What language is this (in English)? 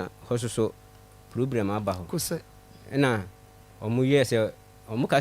Akan